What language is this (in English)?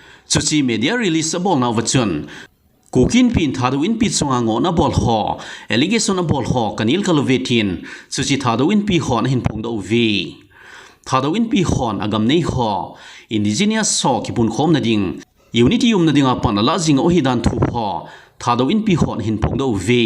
Thado Chin